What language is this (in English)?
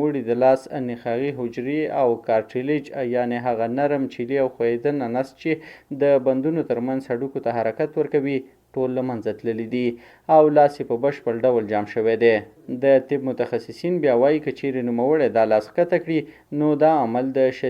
Pashto